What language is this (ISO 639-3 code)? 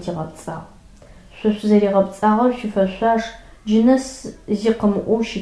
ady